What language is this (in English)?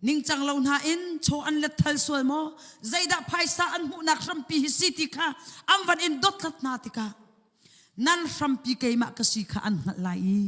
Hakha Chin